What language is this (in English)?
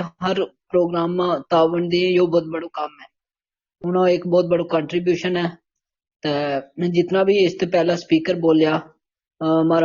Gujari